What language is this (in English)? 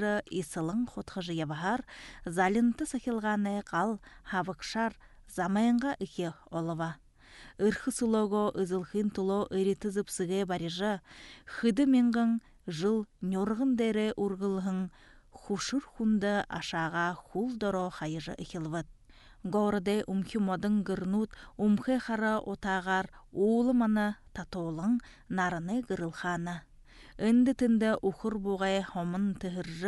Buriat